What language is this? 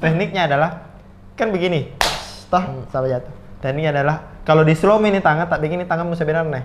Makassar Malay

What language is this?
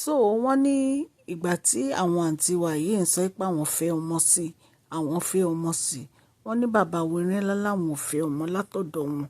Yoruba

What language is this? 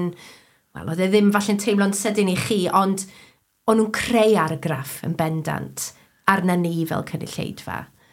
Welsh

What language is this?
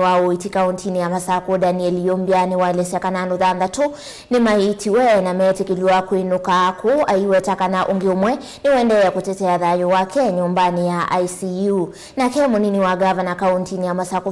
Kamba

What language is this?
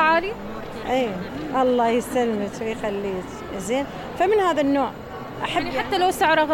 Mesopotamian Arabic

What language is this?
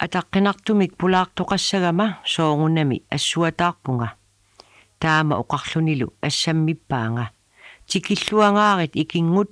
Kalaallisut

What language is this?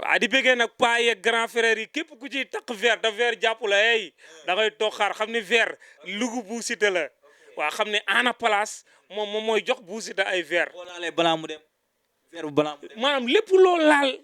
Wolof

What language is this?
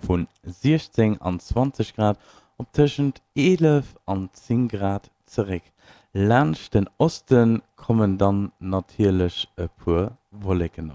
Luxembourgish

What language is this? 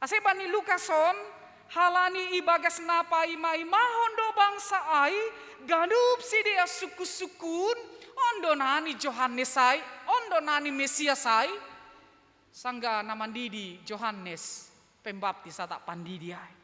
Batak Simalungun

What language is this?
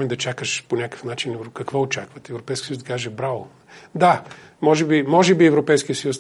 Bulgarian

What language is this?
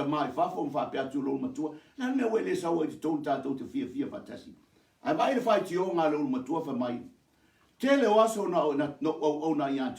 Samoan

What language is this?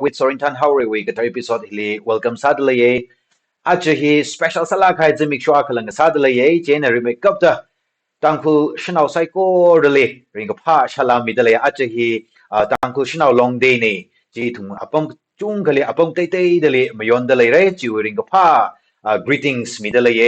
Tangkhul Naga (India)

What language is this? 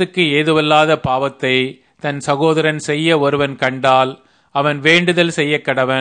Tamil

